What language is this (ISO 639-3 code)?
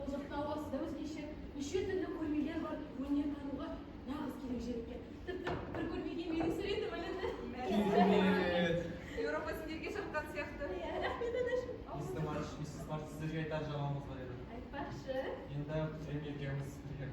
kaz